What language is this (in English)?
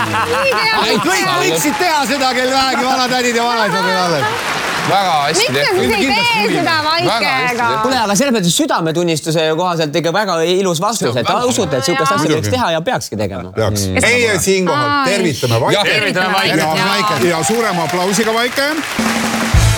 Estonian